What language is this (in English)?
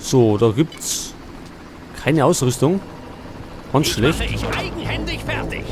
Bavarian